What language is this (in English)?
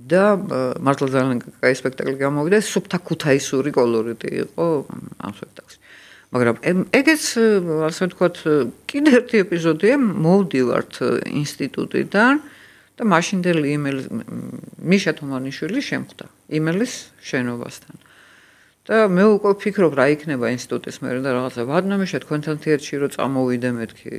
Georgian